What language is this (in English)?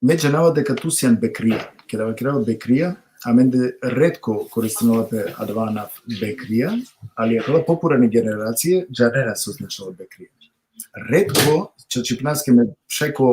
Balkan Romani